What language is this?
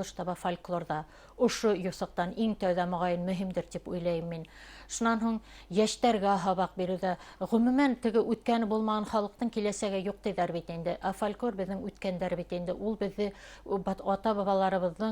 Bashkir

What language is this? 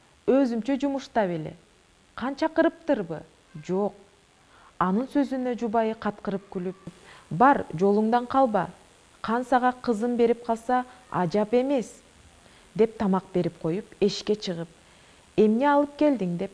Kyrgyz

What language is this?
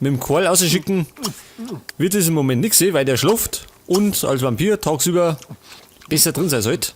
Bavarian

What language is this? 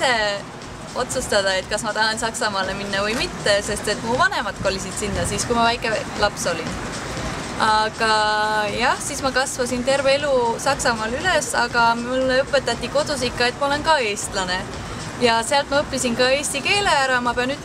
Estonian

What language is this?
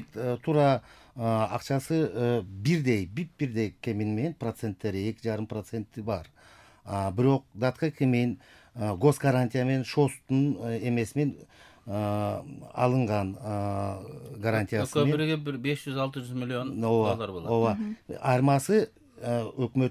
Kyrgyz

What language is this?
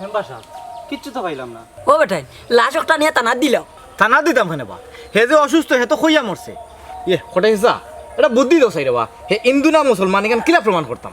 Sylheti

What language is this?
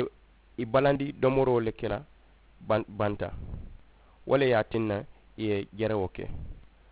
Mandingo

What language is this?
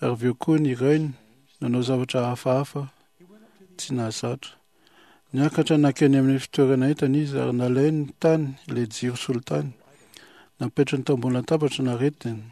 Malagasy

